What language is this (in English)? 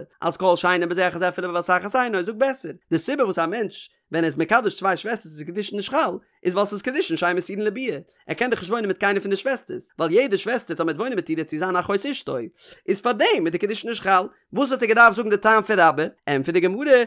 Yiddish